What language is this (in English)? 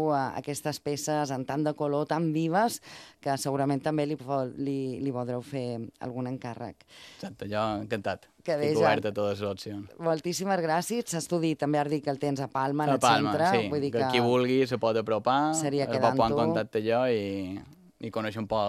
Catalan